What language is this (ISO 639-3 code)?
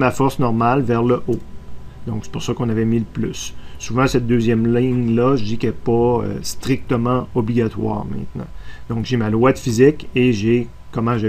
fra